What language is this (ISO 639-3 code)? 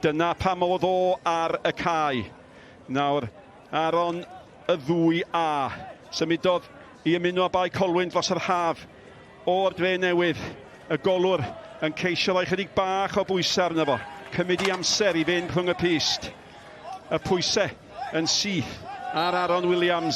cym